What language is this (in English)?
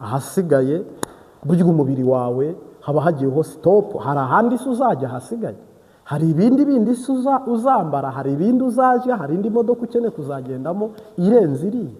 Kinyarwanda